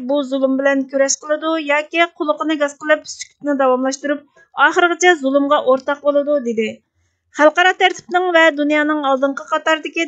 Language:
Uyghur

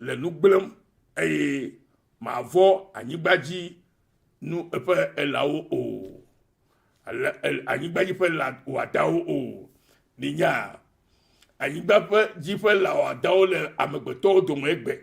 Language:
Ewe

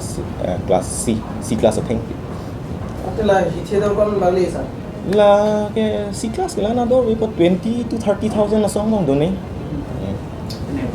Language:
Karbi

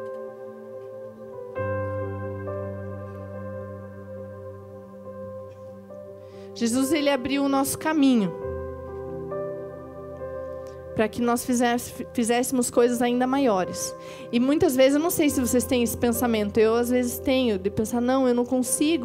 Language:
Portuguese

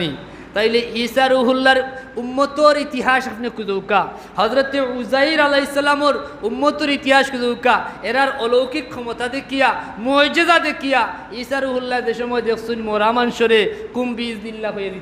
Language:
Sylheti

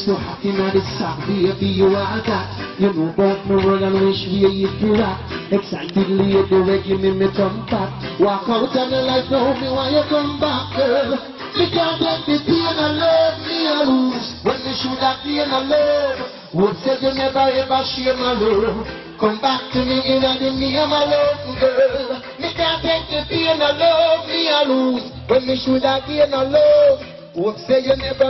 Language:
Jamaican Creole English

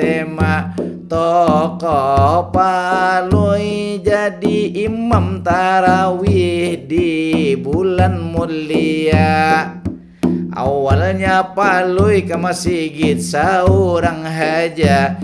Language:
Banjar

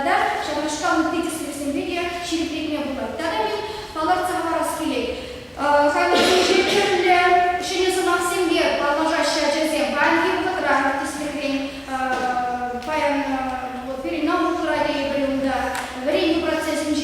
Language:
Chuvash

